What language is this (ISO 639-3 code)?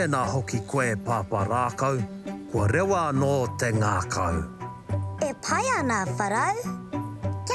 mri